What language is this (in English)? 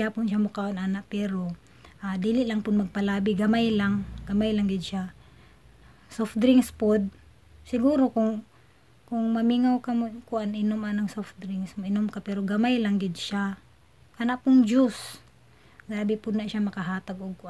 Cebuano